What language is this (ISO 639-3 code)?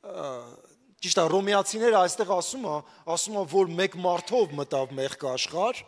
hye